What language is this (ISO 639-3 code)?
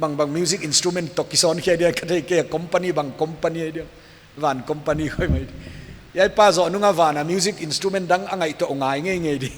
pck